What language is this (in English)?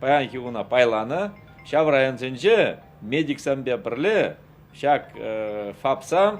Chuvash